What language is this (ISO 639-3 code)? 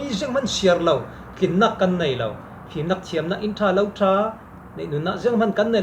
cfm